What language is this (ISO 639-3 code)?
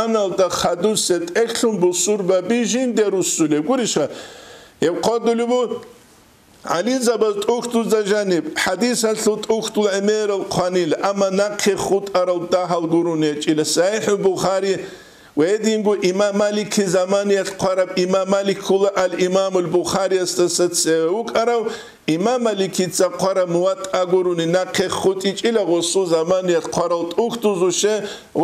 ava